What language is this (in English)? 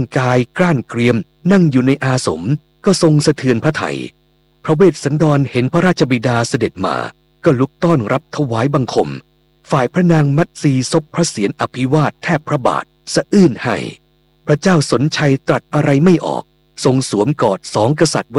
Thai